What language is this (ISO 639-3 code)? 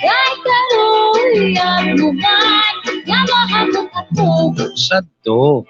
war